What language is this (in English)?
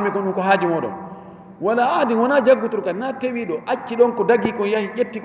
Fula